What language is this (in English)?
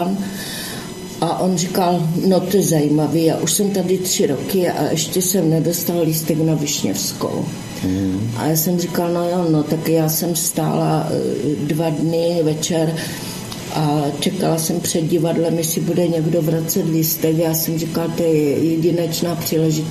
Czech